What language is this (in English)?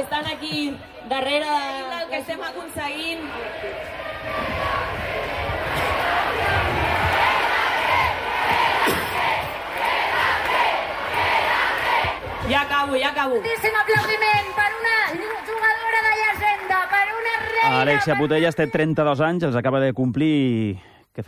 Catalan